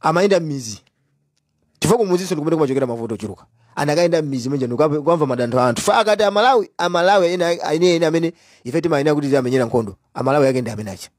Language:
Nyanja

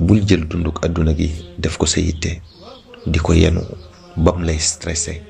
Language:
Wolof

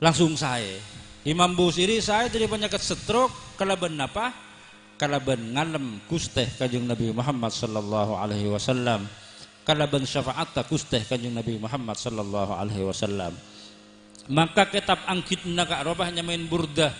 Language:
Madurese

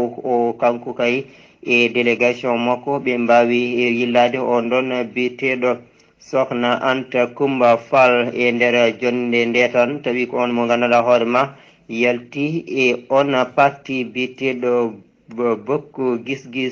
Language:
Fula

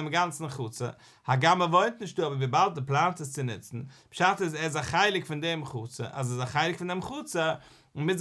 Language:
Yiddish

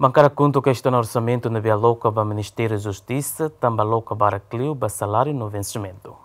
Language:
Tetum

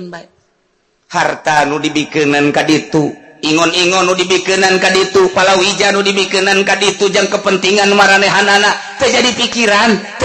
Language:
Sundanese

